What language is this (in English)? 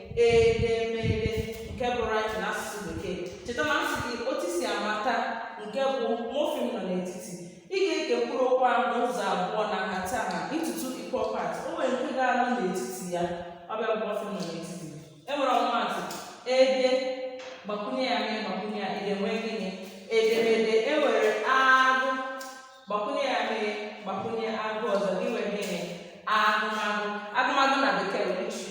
Igbo